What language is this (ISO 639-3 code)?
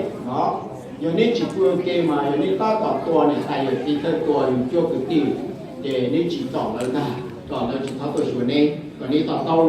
hmn